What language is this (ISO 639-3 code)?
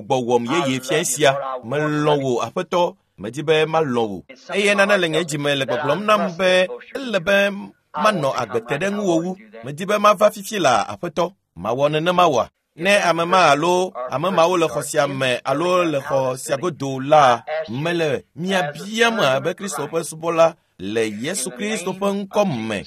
ewe